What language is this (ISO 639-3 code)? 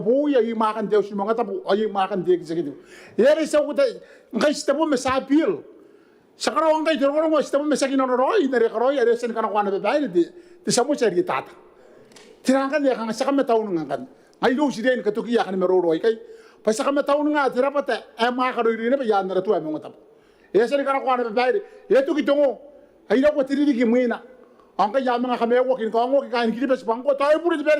gil